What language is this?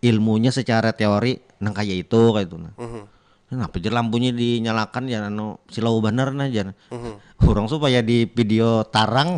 Banjar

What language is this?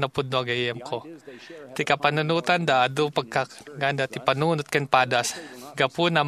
Iloko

